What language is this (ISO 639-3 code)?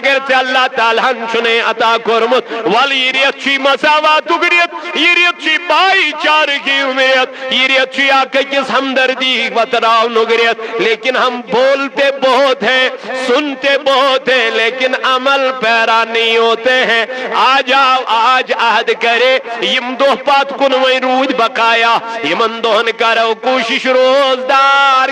kas